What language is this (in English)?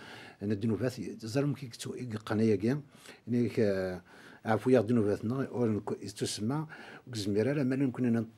Kabyle